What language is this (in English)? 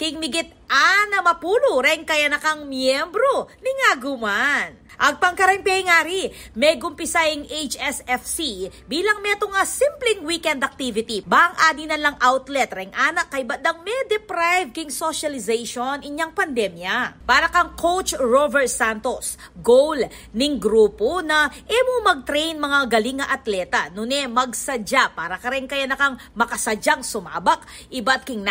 Pampanga